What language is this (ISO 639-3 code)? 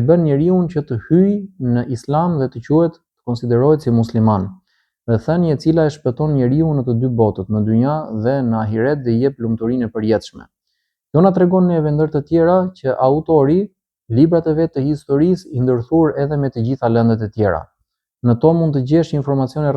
sqi